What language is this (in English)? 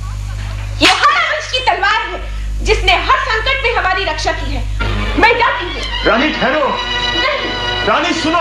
Hindi